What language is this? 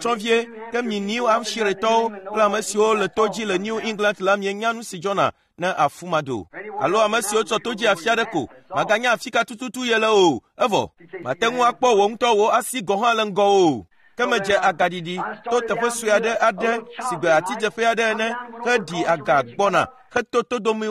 Ewe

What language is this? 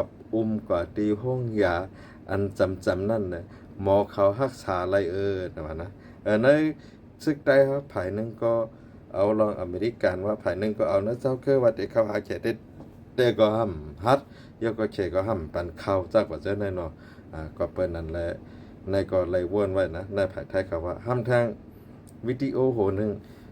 Shan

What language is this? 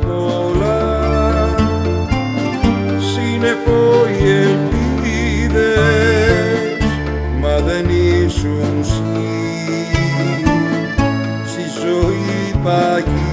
Greek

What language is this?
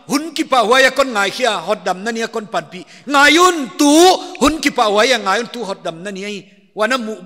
Paite Chin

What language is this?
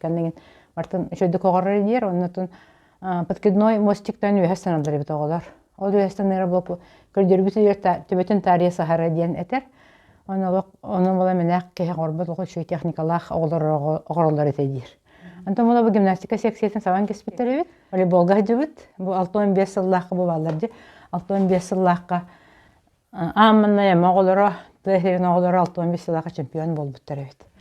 Yakut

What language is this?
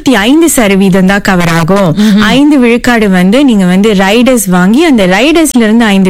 Tamil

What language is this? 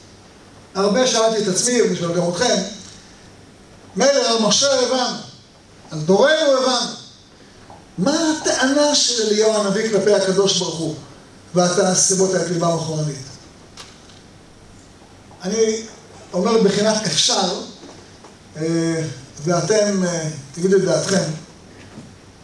Hebrew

